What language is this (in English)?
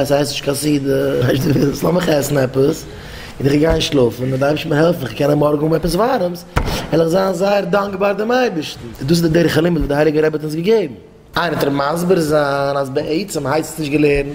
Yiddish